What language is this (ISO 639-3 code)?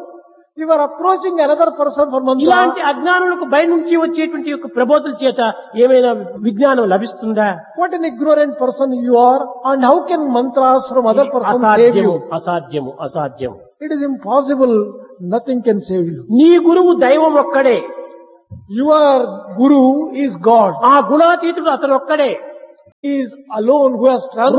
tel